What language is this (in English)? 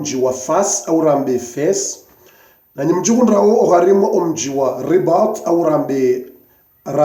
Ngazidja Comorian